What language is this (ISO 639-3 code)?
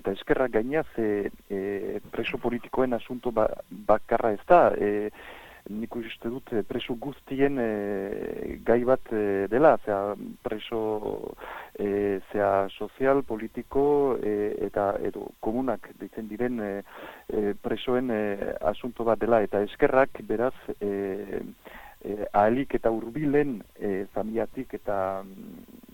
eus